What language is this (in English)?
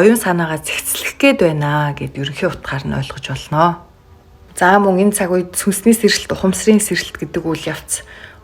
Mongolian